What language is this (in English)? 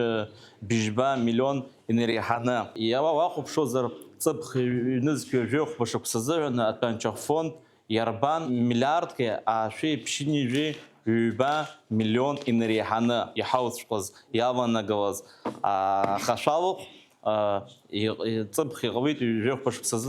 Abkhazian